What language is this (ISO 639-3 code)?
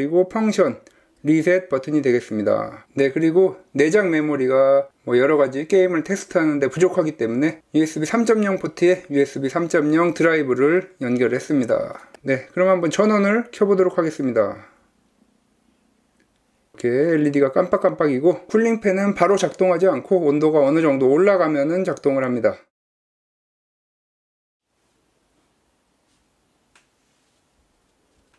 kor